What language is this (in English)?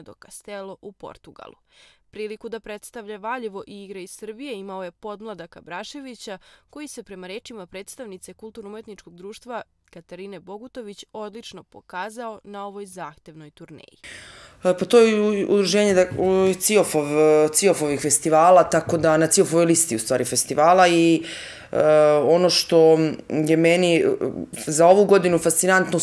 Serbian